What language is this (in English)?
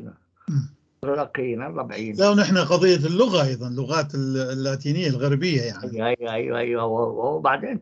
North Levantine Arabic